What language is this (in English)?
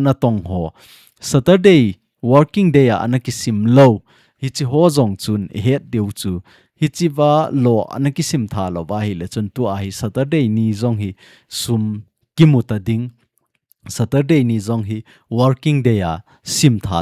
Thado Chin